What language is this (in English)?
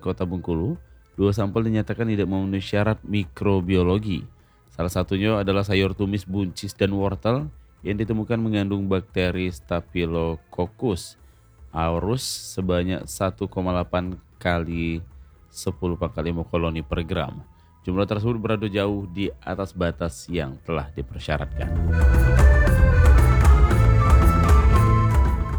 Indonesian